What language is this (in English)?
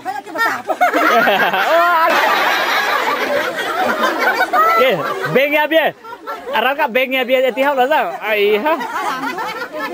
Vietnamese